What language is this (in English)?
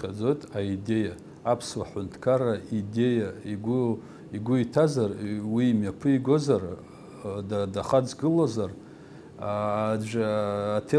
Abkhazian